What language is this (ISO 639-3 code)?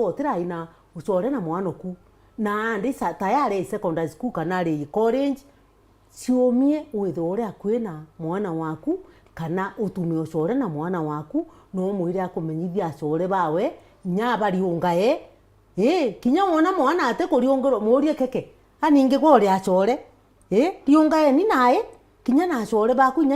mer